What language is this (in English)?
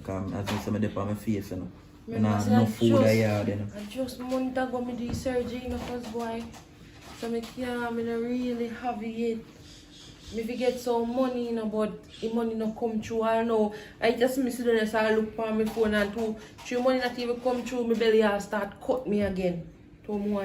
Jamaican Creole English